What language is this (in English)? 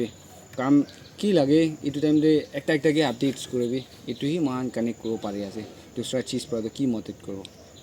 Naga Pidgin